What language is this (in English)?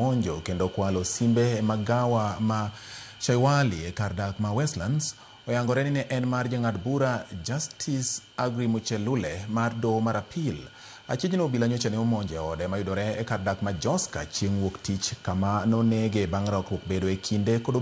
Luo (Kenya and Tanzania)